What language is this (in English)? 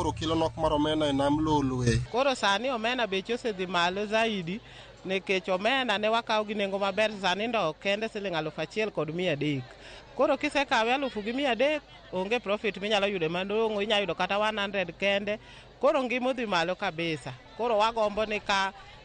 Luo (Kenya and Tanzania)